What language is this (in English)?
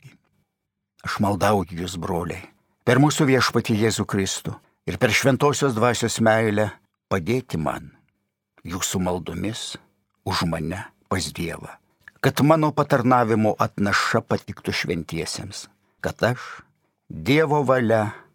Lithuanian